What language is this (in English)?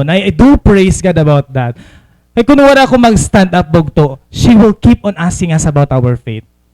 Waray